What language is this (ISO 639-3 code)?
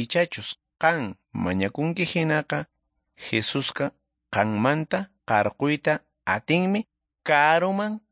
que